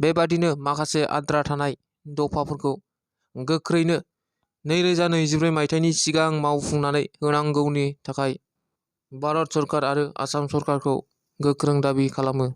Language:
Bodo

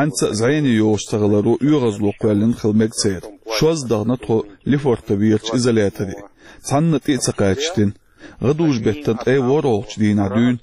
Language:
Chechen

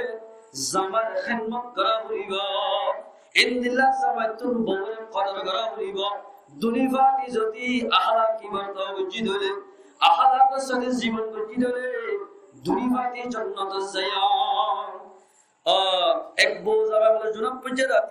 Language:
Rohingya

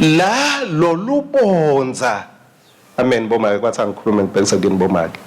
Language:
Swati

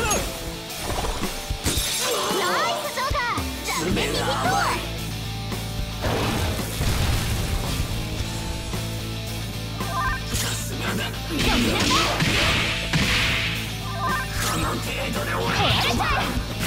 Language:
Japanese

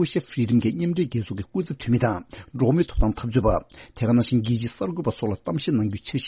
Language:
Tibetan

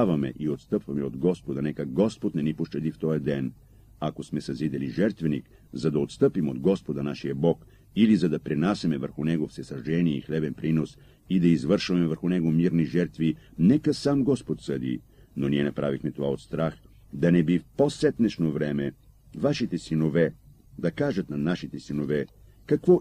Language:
Bulgarian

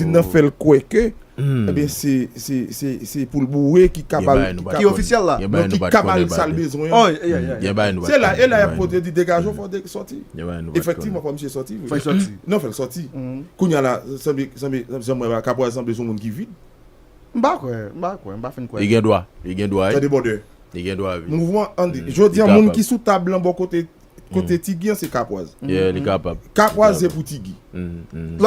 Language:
Haitian Creole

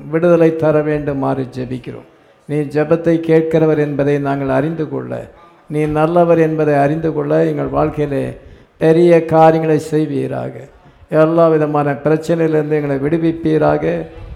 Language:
Tamil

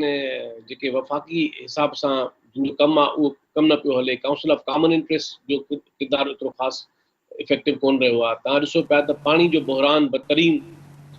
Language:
Sindhi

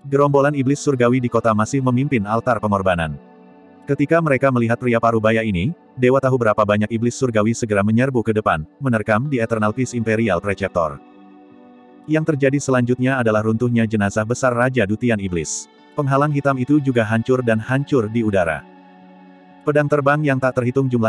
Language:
Indonesian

